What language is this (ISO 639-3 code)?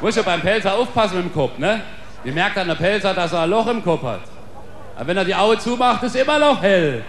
pfl